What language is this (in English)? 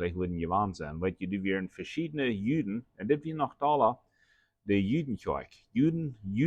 Plautdietsch